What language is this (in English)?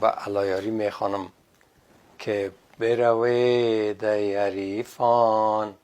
Persian